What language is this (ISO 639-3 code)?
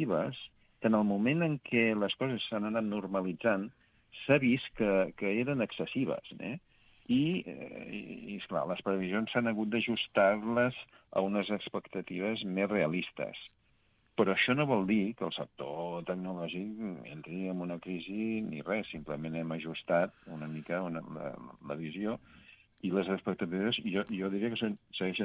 cat